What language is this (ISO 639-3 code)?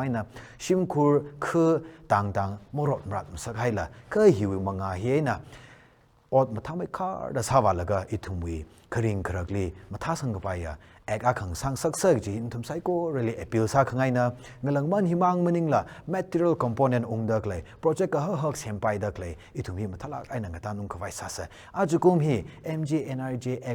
nmf